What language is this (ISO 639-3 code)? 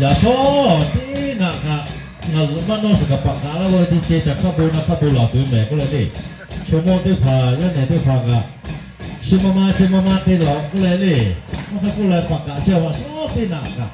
lhu